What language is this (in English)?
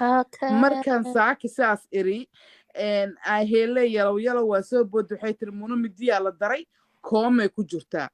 Somali